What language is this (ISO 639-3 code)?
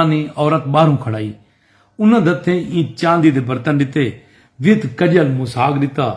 skr